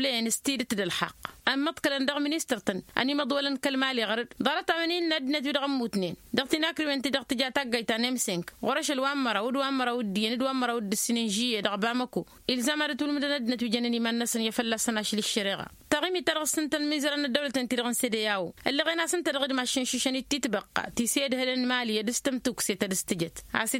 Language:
Tamasheq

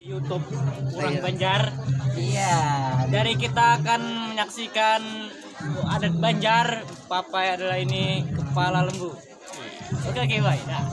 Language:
Banjar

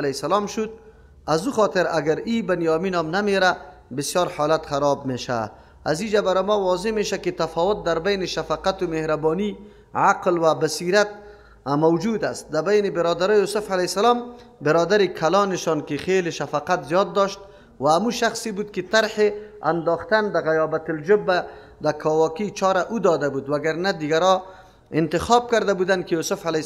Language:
Persian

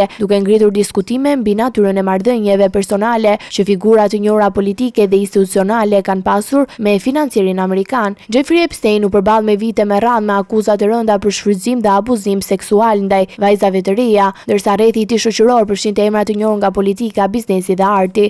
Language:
Albanian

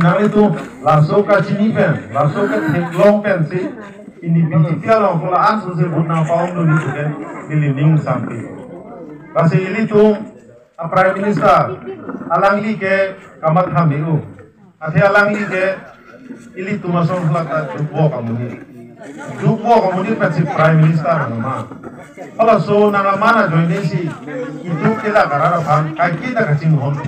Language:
Karbi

